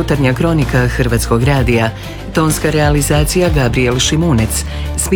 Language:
Croatian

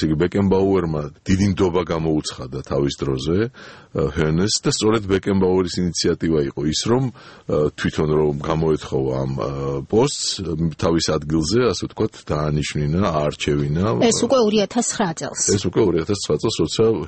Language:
Georgian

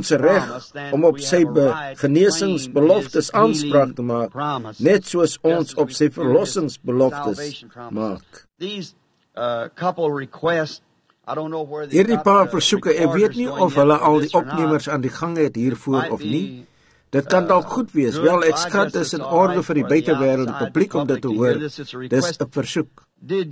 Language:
Afrikaans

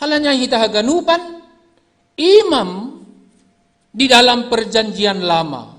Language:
Batak Simalungun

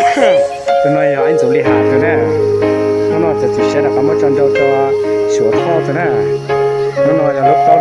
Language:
Hmong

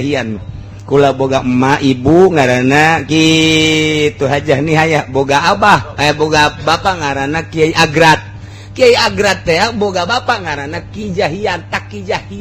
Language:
Sundanese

